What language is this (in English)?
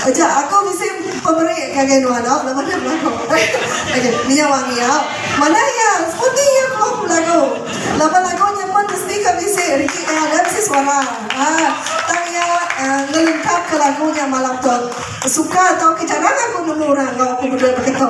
Iban